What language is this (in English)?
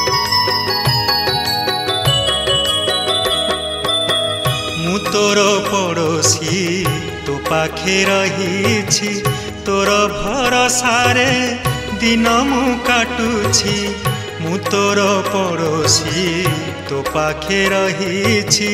Odia